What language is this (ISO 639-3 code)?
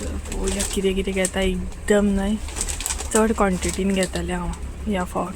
kok